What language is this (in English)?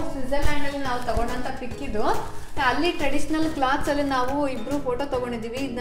Kannada